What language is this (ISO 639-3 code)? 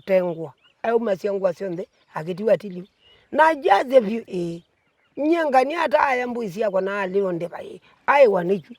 kam